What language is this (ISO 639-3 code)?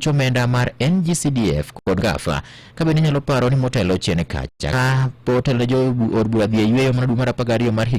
luo